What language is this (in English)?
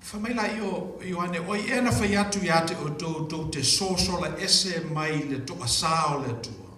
Samoan